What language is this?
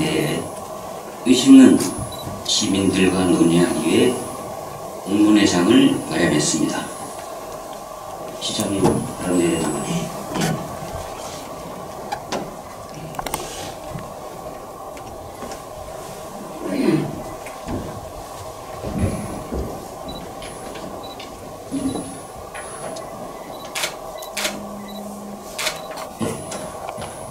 Korean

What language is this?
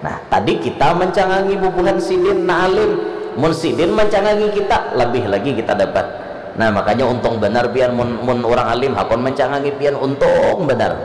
Banjar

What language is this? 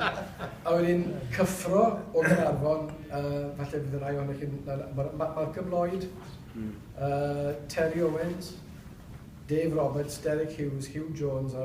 Welsh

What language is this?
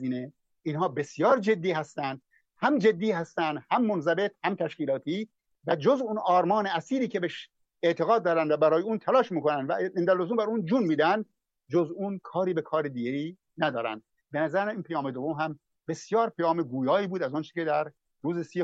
Persian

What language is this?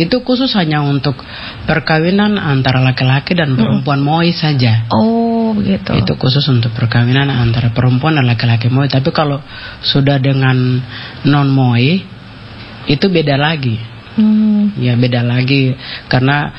Indonesian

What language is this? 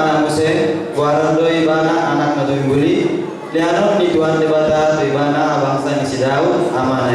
Batak Toba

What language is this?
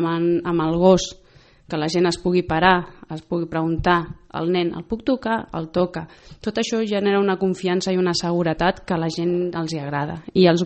Catalan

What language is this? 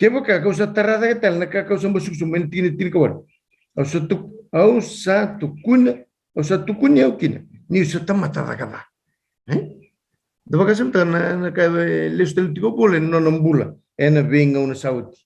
Fijian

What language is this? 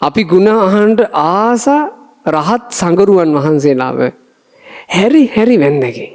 Sinhala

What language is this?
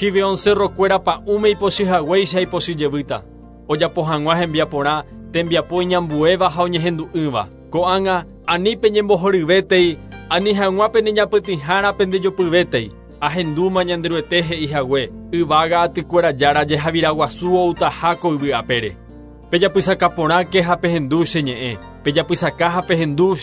Guarani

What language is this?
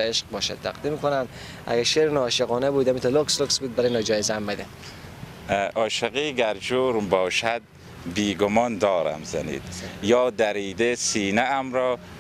Persian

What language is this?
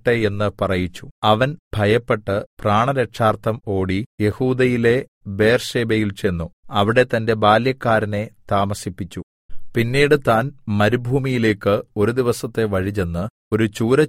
Malayalam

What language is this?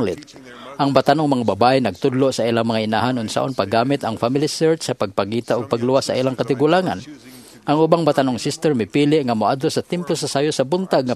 Cebuano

